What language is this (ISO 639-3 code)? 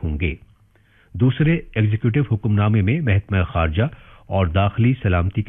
urd